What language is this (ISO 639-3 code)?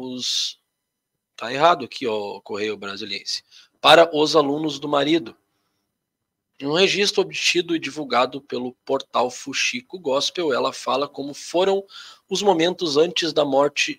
por